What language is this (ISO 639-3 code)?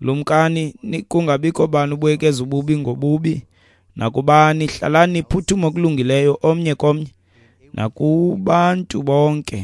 xho